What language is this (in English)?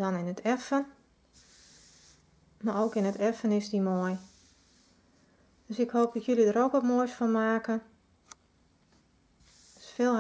Dutch